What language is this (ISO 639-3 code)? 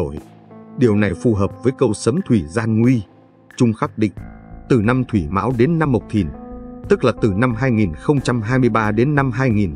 vie